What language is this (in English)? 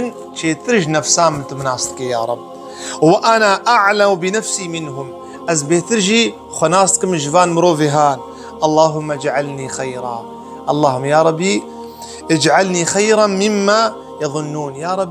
Kurdish